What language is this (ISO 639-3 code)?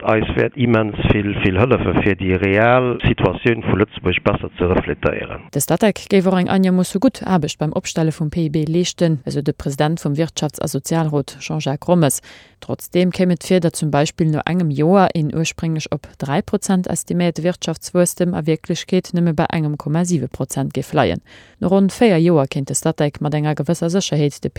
ltz